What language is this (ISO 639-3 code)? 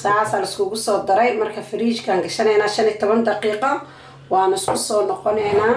som